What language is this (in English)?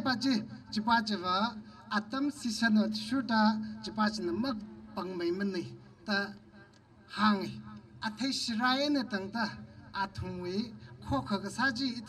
Tangkhul Naga (India)